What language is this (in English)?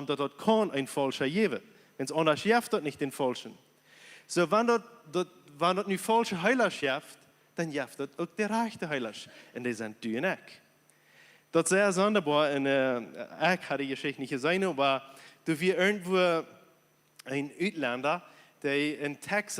Plautdietsch